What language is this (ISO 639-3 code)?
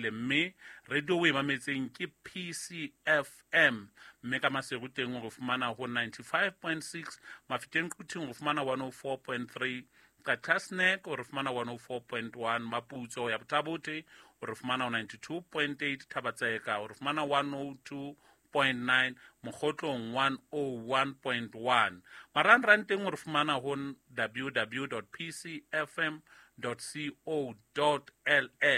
sot